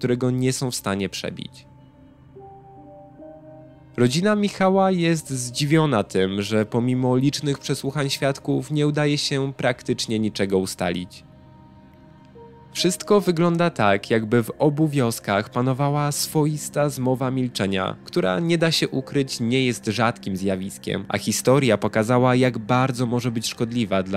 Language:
Polish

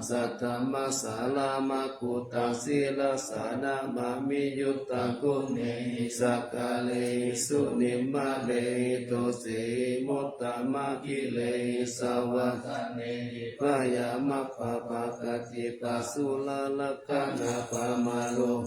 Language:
Pali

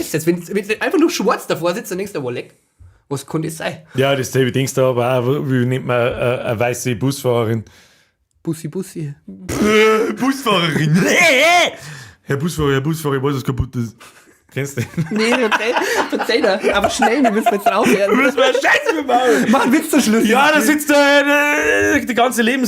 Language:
Bavarian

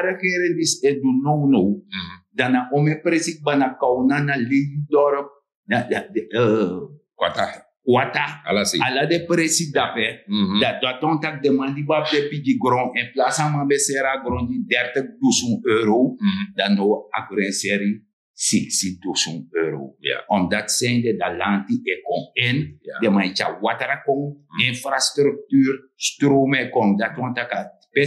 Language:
Sranan Tongo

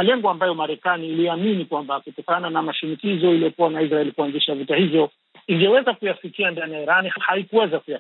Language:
Swahili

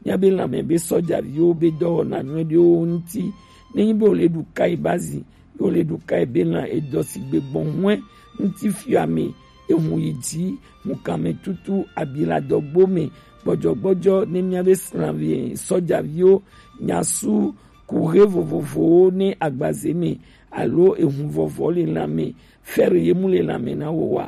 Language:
Gen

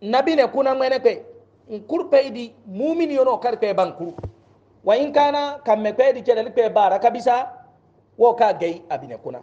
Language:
Hausa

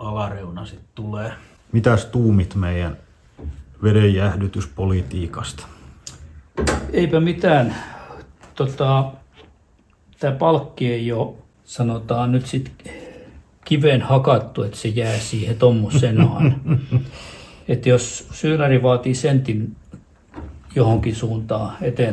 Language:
Finnish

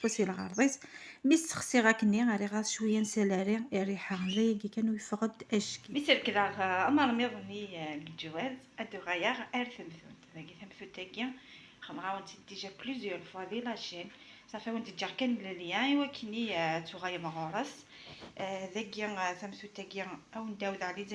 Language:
Kabyle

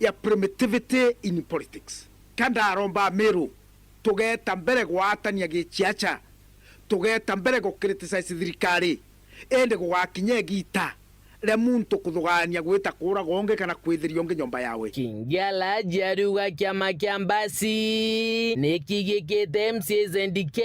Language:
Meru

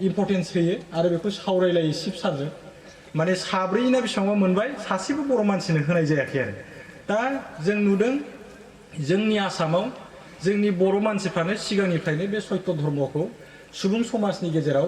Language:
Bodo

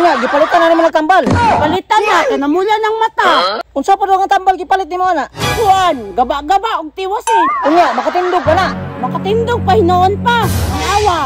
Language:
Cebuano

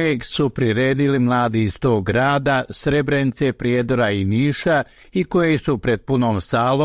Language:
Bosnian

